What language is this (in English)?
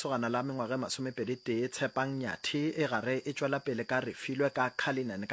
Northern Sotho